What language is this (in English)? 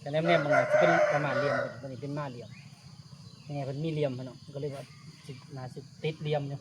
Northeastern Thai